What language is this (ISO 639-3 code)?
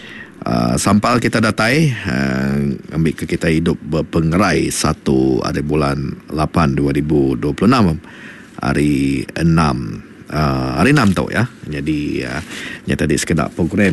iba